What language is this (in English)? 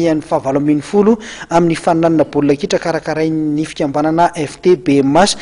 Malagasy